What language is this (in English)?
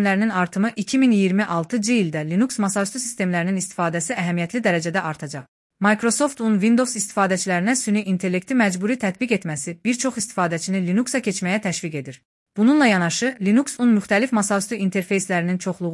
Azerbaijani